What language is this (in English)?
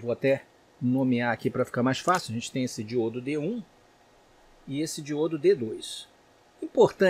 Portuguese